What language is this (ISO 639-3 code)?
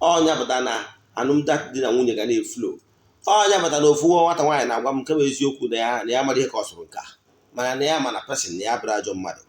ibo